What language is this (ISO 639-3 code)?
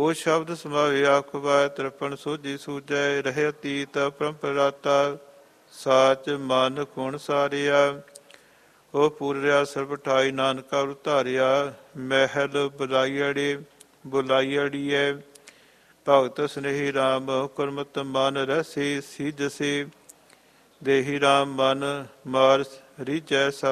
pan